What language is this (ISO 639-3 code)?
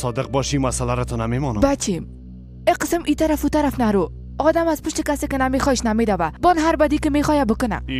fas